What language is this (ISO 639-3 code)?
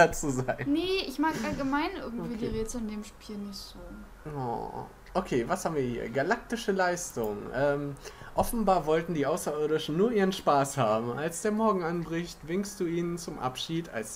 deu